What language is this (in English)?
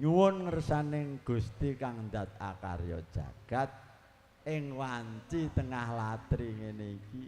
Javanese